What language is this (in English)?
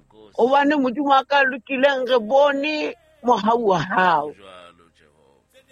Southern Sotho